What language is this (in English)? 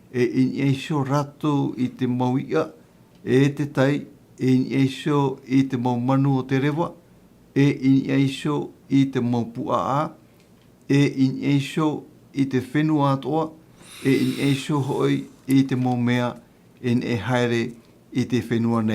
Tahitian